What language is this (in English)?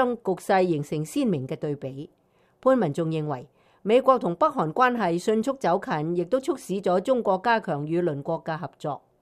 Cantonese